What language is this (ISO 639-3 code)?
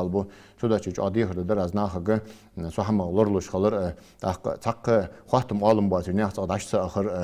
inh